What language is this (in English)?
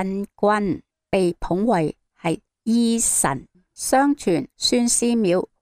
Cantonese